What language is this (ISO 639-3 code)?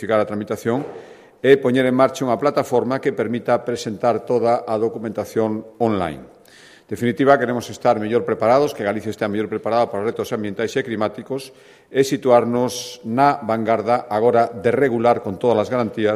glg